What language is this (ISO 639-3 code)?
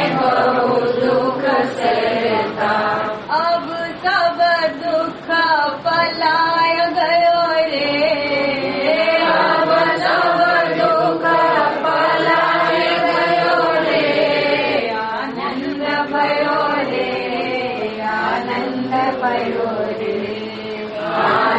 guj